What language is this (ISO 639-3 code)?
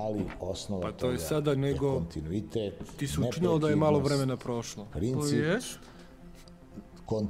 srp